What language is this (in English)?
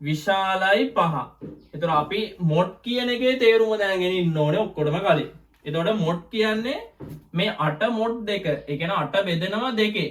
Sinhala